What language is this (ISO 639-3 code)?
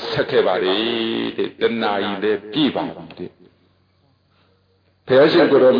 mya